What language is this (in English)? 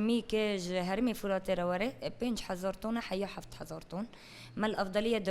Kurdish